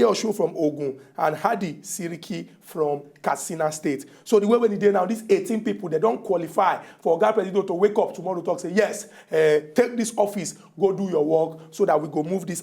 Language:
Nigerian Pidgin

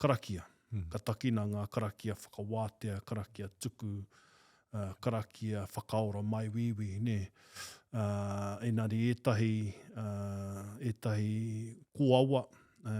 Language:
Māori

